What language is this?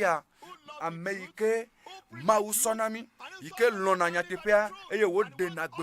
Ewe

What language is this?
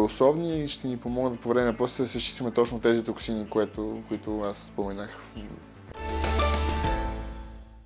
Bulgarian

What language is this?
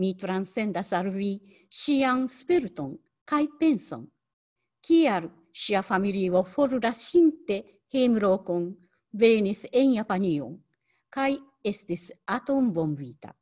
Esperanto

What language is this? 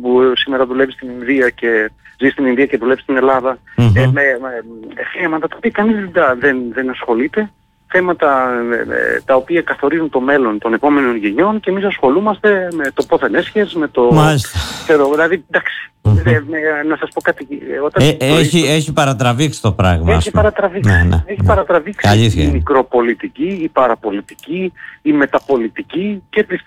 Greek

